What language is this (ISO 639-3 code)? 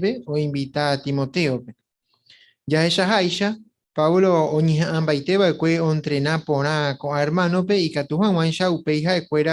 grn